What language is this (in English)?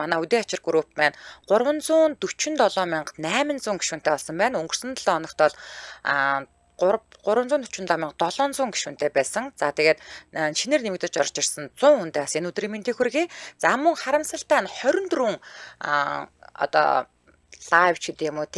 Mongolian